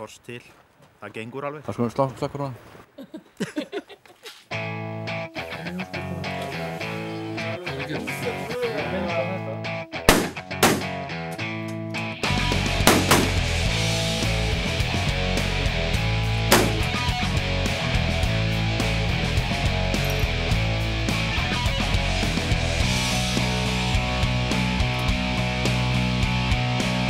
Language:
Icelandic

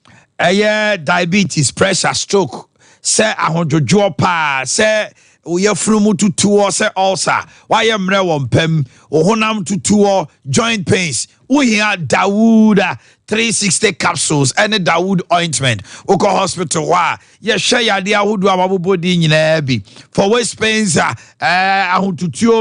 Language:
Akan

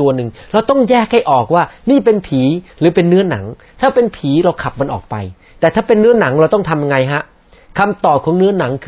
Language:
Thai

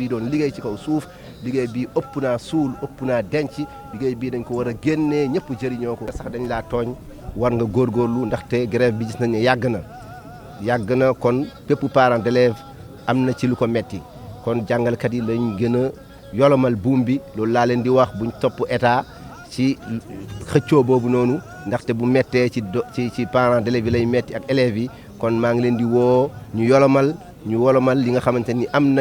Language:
Wolof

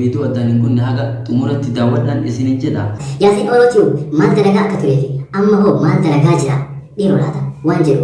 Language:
Oromo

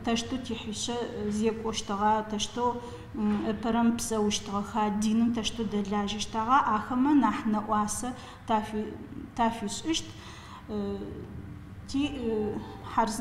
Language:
Adyghe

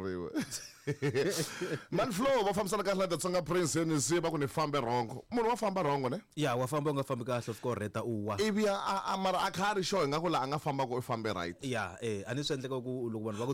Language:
Tsonga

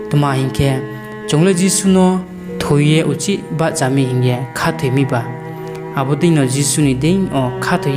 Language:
Riang (India)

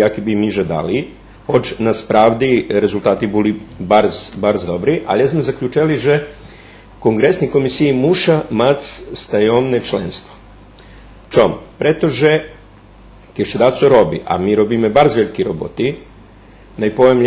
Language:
Rusyn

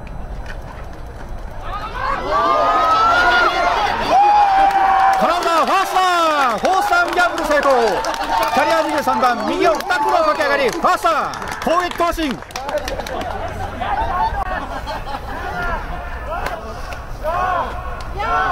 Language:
Japanese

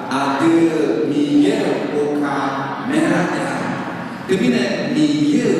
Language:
Akha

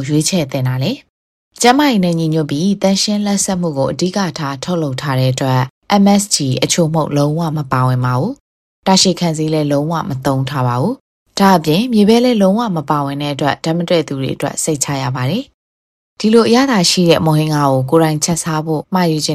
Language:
Burmese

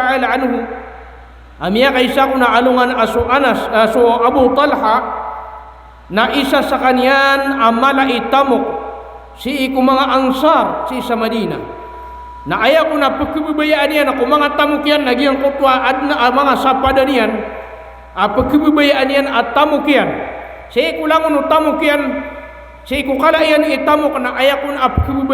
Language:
Maranao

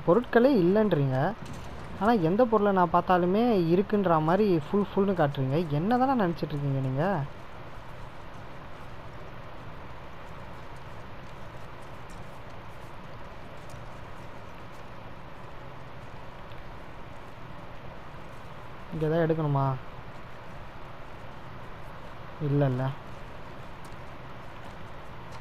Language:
Tamil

